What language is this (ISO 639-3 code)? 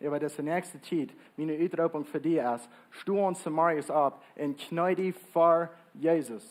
pdt